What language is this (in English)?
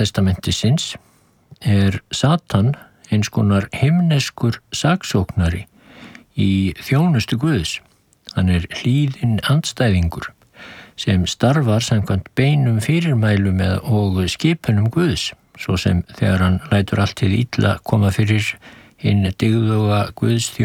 Icelandic